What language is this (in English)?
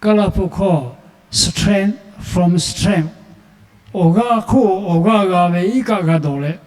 Lahu